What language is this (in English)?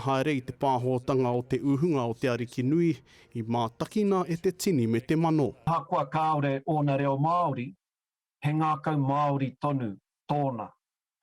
Māori